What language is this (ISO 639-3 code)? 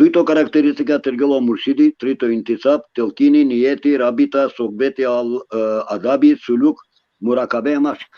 rmn